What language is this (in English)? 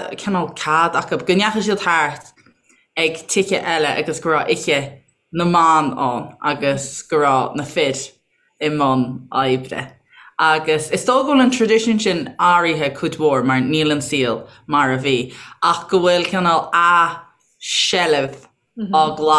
Irish